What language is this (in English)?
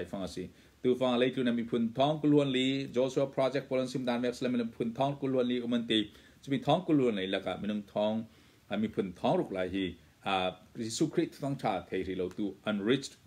Hakha Chin